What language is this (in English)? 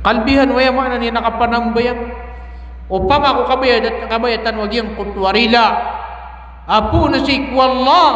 Maranao